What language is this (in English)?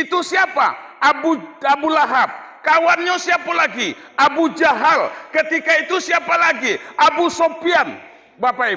Minangkabau